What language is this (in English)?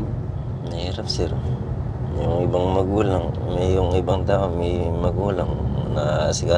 Filipino